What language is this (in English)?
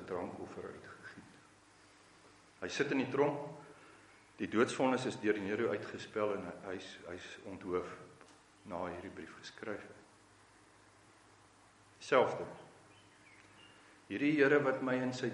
Afrikaans